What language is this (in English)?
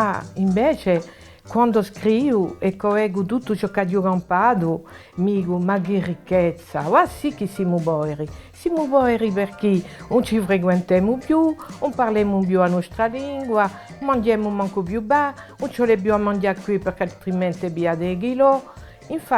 Corsican